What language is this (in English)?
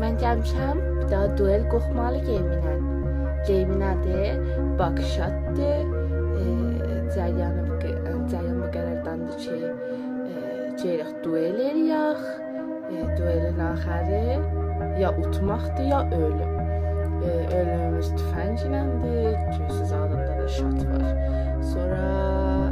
South Azerbaijani